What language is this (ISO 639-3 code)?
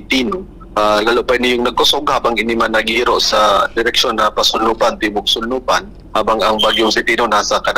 bik